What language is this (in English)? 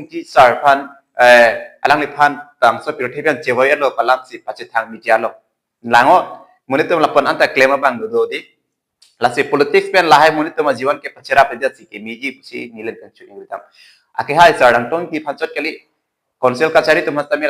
Karbi